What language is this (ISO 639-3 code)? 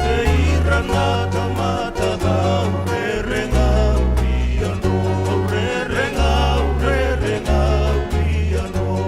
fij